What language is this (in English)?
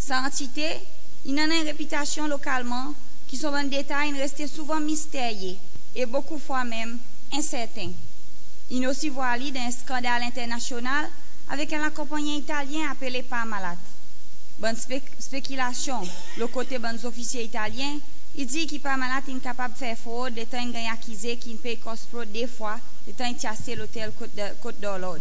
Seselwa Creole French